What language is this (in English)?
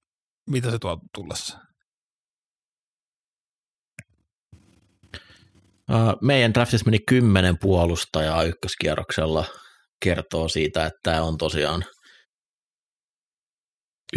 Finnish